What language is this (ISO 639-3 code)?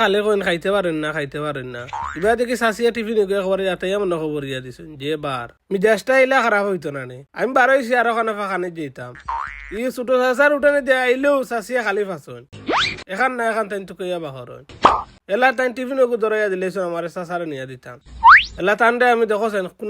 syl